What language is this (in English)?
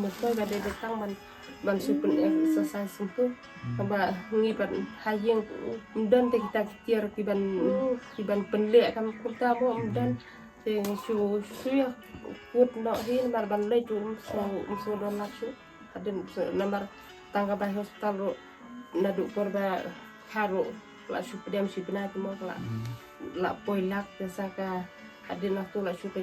Khasi